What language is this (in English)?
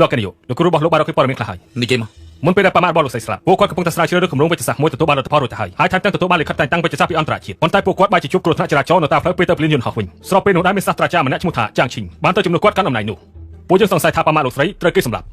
Khmer